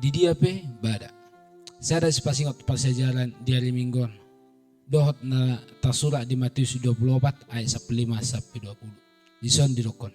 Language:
Batak Toba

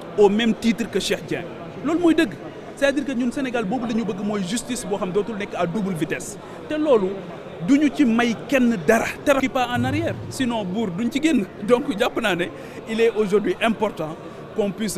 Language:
Wolof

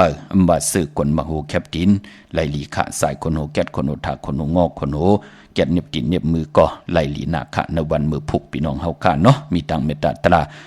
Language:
Shan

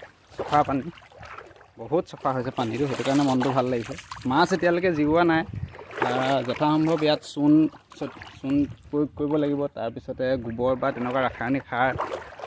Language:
Assamese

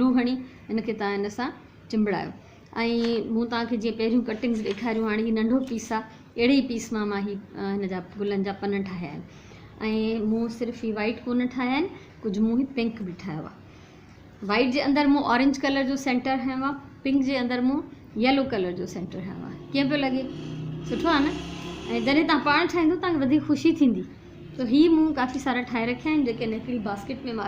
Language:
Sindhi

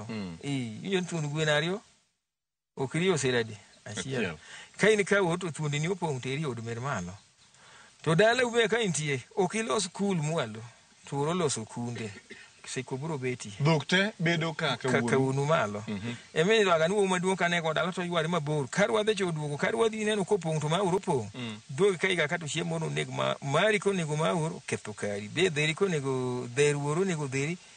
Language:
Luo (Kenya and Tanzania)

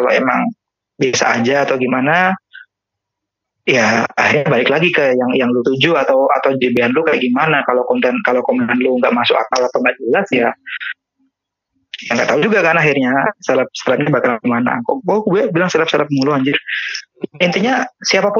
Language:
Indonesian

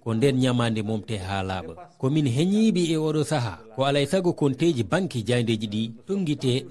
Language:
Fula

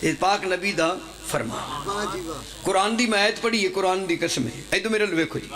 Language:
Pahari-Potwari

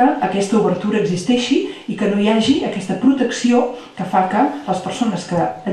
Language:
Catalan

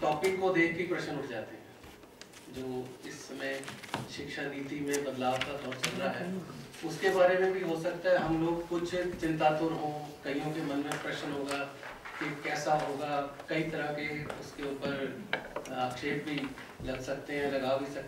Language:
Hindi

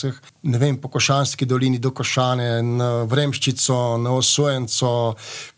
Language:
Slovenian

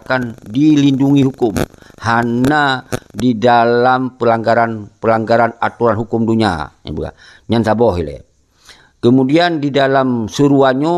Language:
Achinese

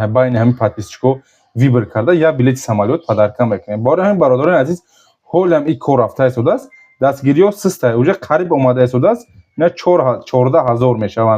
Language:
Tajik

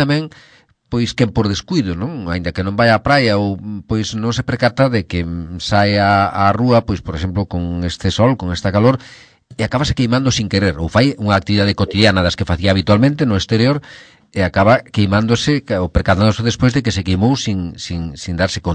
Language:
Galician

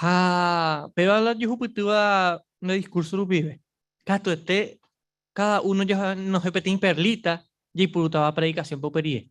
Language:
Guarani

